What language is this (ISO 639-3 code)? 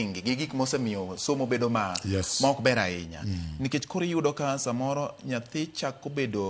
luo